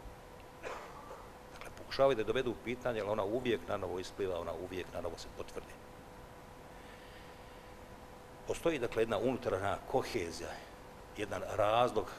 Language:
Bosnian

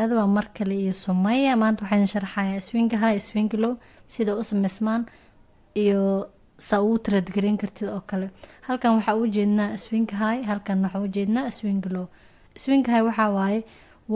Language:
Somali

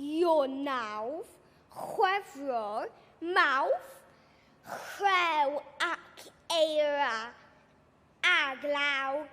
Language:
Welsh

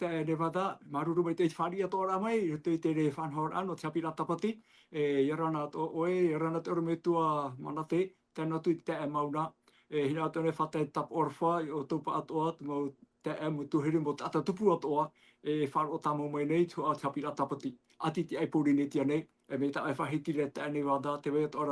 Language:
Tahitian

